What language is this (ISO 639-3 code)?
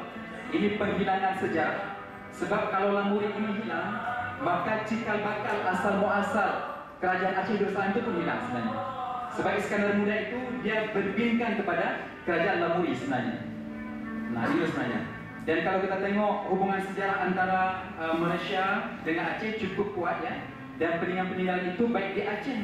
msa